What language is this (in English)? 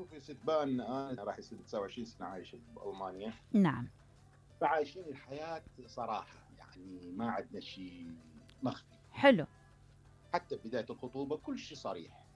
Mesopotamian Arabic